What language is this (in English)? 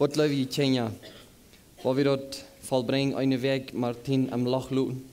Plautdietsch